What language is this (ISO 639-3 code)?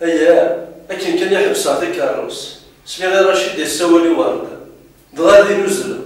kab